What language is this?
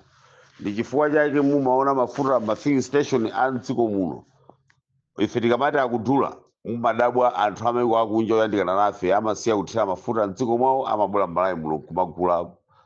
Nyanja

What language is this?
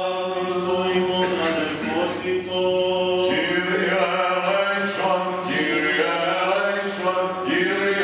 Greek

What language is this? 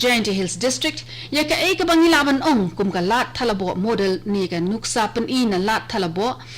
Khasi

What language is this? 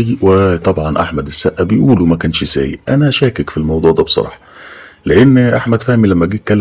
Egyptian Arabic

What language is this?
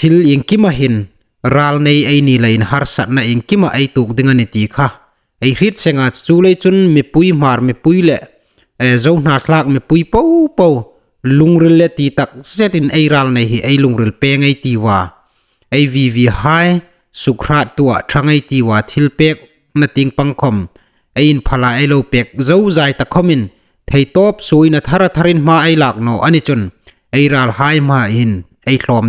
Hmar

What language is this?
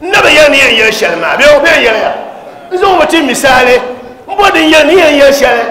Dagbani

